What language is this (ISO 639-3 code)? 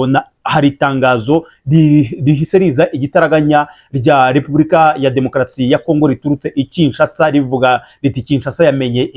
kin